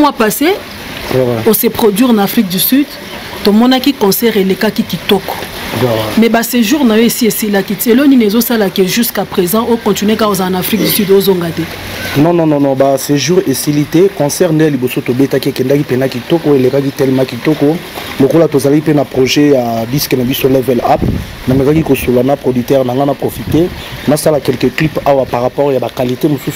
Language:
Lingala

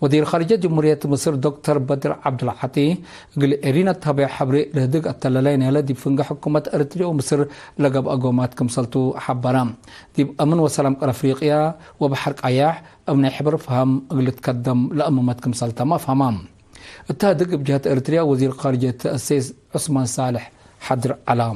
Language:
Tigre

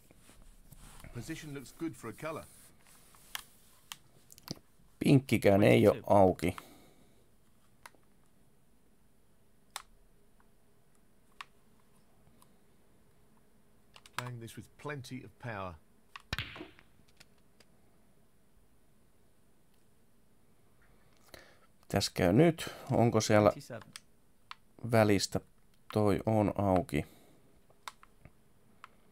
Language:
Finnish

